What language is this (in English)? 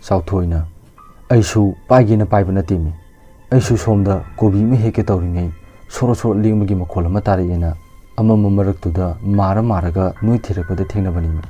Manipuri